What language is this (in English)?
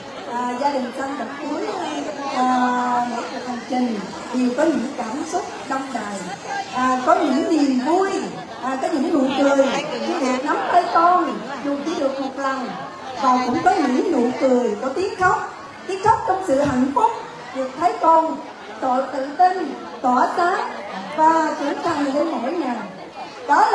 Vietnamese